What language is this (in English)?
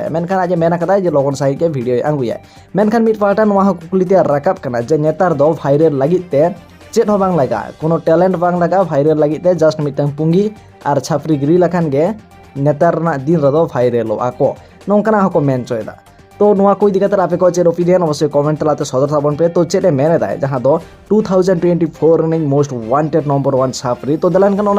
Santali